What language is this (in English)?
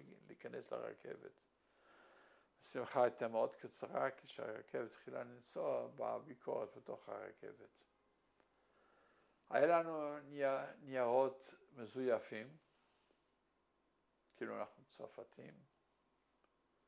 Hebrew